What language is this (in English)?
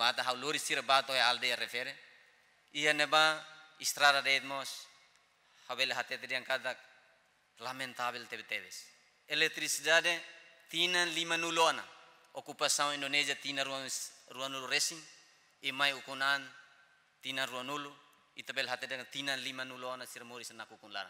Tetum